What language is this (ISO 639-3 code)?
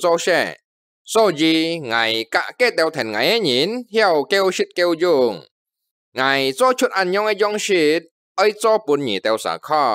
hak